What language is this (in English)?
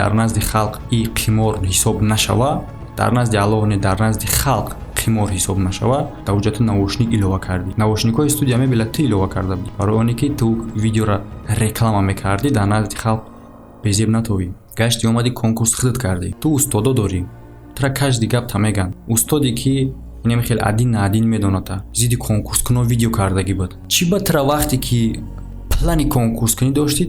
Tajik